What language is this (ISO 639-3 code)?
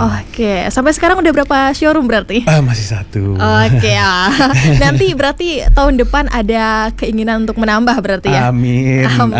ind